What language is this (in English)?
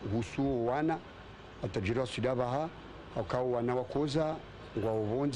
Swahili